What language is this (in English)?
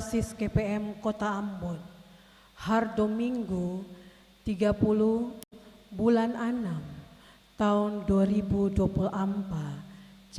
Ambonese Malay